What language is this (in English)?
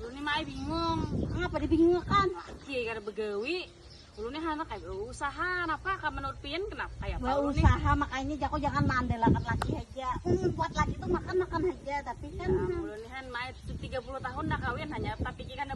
Banjar